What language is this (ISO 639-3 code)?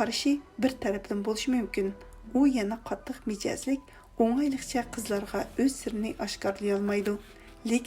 uig